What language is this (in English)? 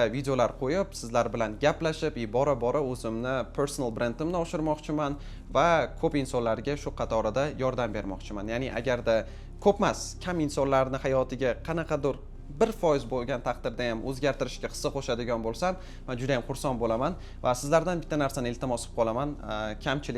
Uzbek